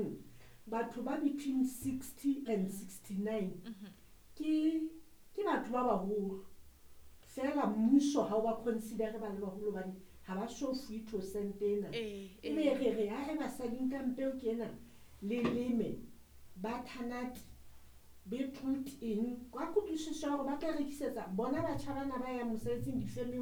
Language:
Southern Sotho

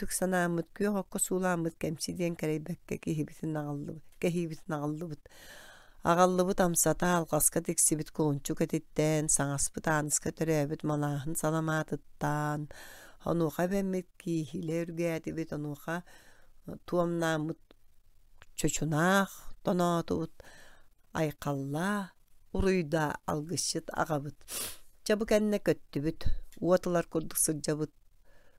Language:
Yakut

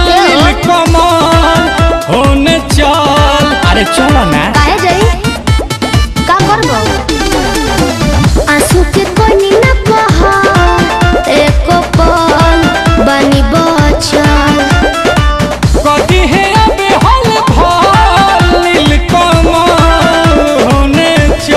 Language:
Bhojpuri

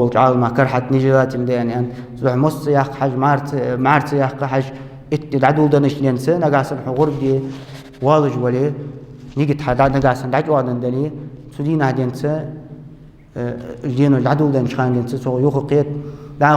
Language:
Ingush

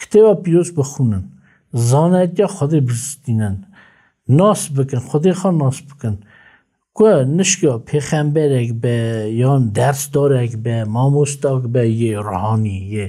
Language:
Kurdish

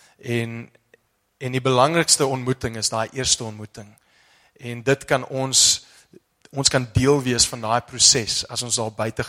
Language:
Afrikaans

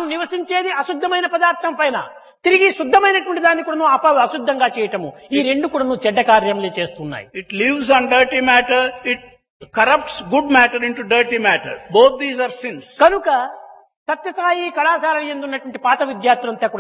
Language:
Telugu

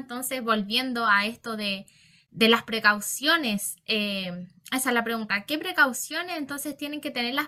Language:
Spanish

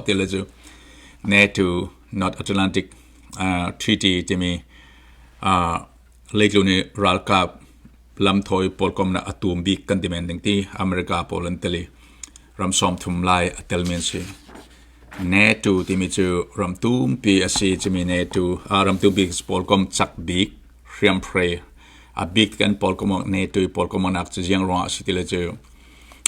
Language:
Falam Chin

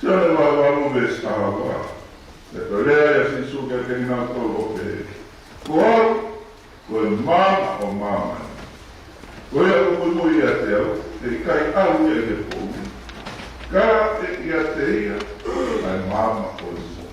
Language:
Tongan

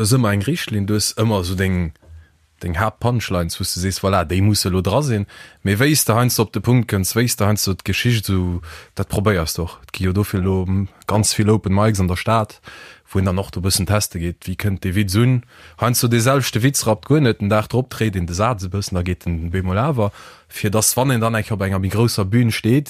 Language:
Luxembourgish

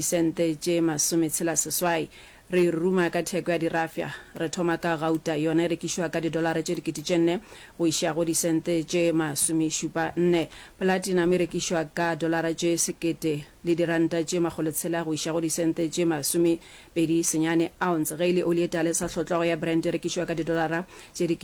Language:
Northern Sotho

